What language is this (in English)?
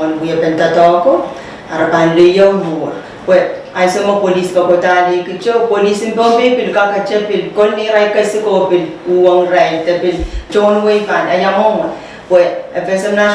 Pohnpeian